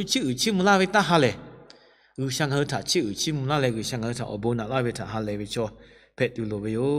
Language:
Lahu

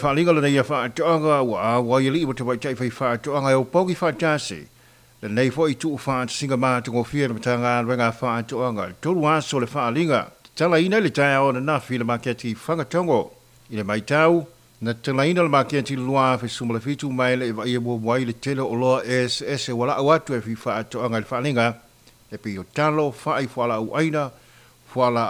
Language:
Samoan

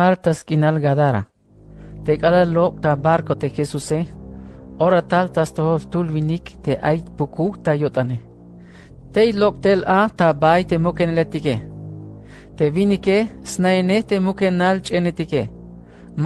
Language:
Tzeltal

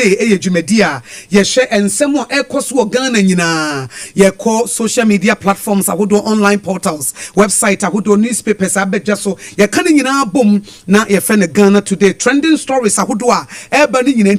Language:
Akan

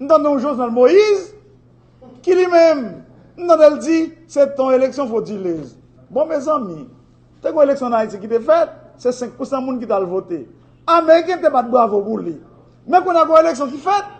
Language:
Haitian Creole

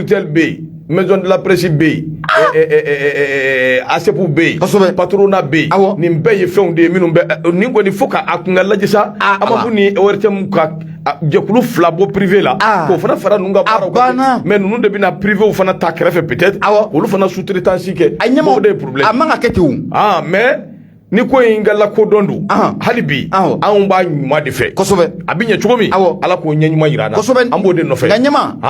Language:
Bambara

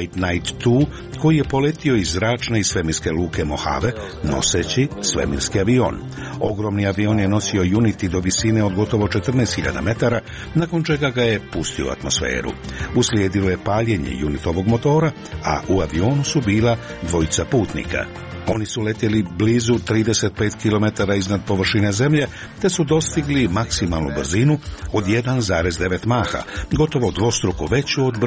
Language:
Croatian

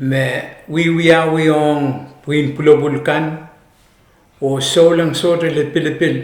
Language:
Pohnpeian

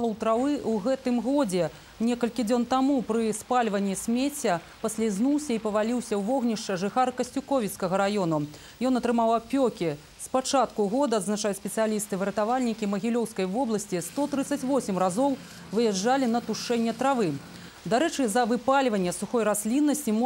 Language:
Belarusian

